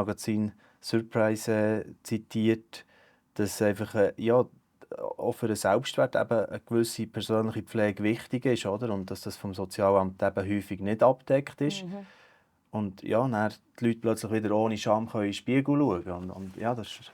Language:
Swiss German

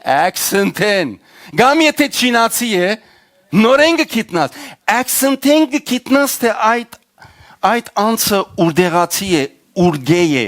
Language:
Western Armenian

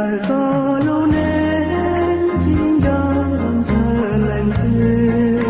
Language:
Hmong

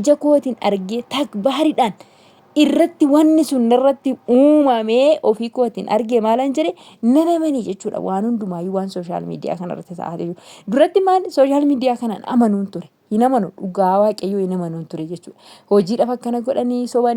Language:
Oromo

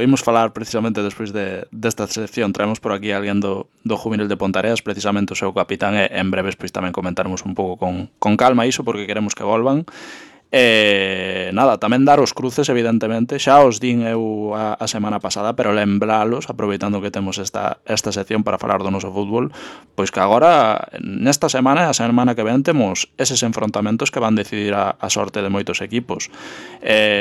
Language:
Galician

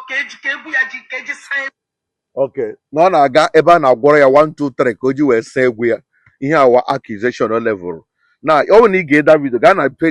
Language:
Igbo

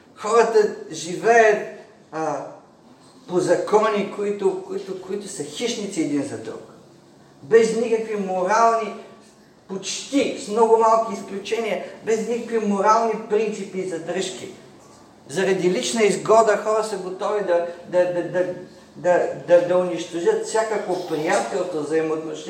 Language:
Bulgarian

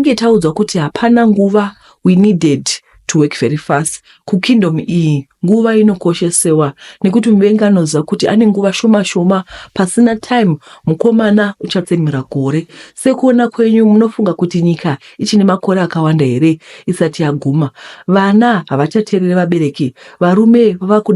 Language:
Shona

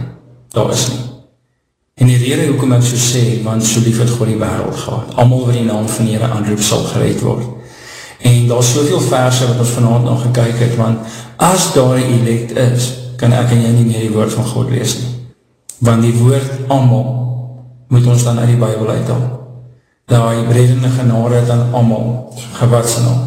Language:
Afrikaans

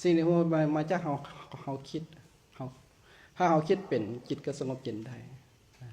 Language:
Lao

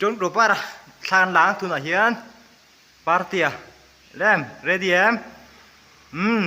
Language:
Mizo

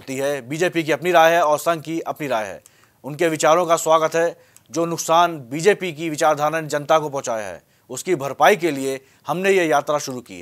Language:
Hindi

